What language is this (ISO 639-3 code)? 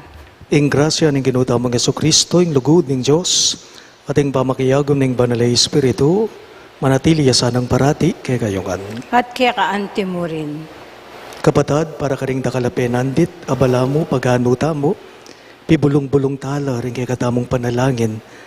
pam